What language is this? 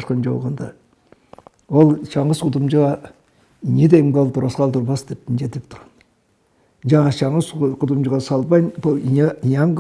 Tuvinian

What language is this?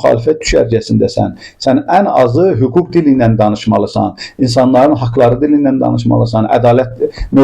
Azerbaijani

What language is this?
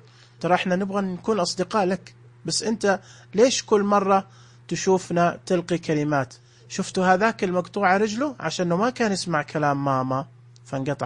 Najdi Arabic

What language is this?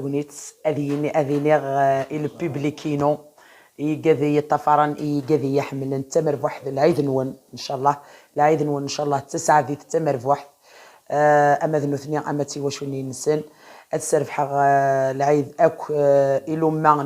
Kabyle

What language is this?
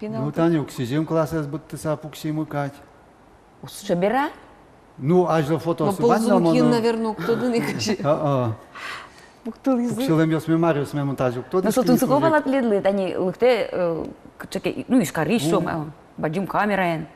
Udmurt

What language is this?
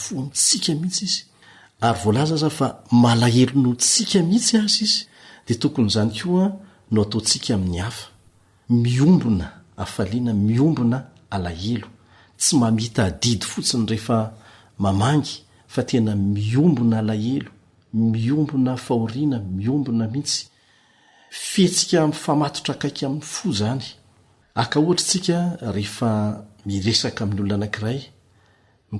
Malagasy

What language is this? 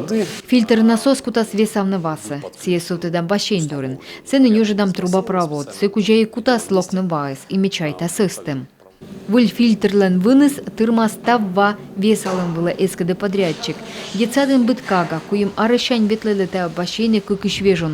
Komi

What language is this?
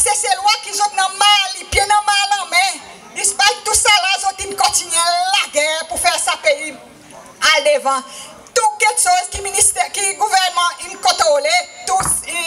Seselwa Creole French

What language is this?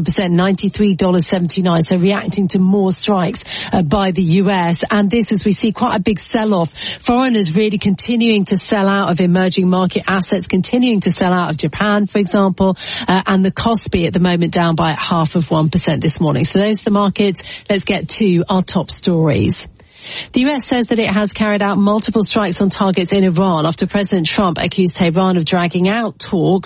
English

